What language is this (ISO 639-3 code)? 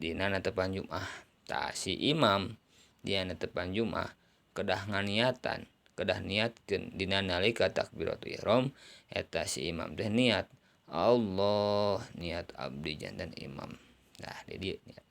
sun